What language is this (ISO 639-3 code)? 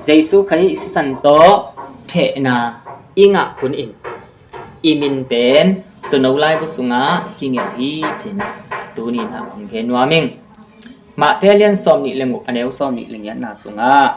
ctd